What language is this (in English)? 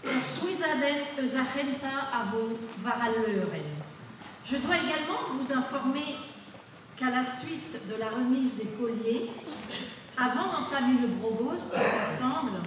Breton